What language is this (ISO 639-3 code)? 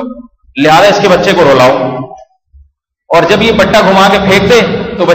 urd